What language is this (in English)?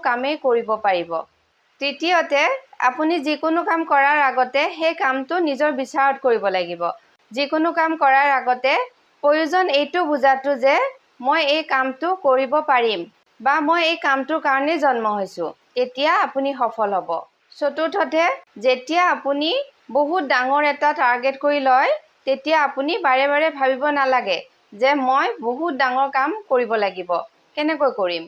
Assamese